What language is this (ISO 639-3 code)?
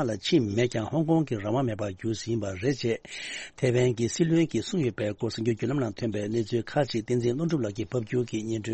bod